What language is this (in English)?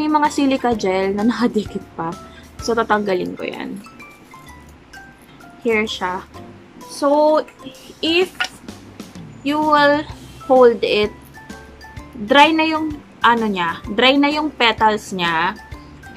Filipino